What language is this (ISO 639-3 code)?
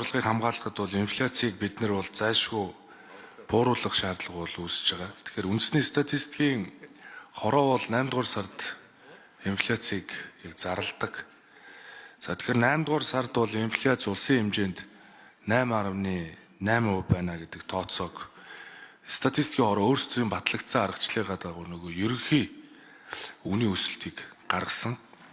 mon